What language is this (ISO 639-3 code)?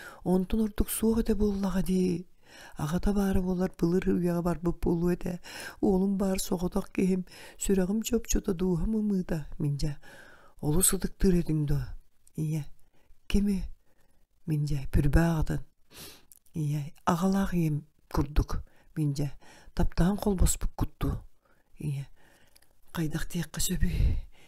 sah